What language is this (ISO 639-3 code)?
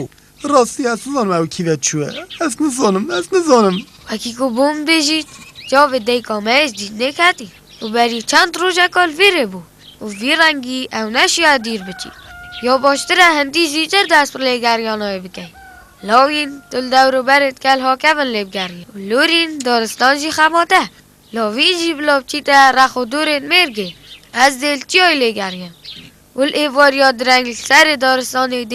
kur